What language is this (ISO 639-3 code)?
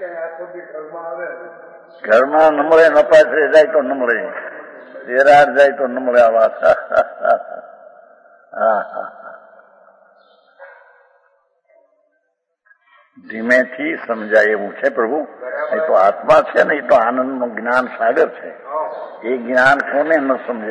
guj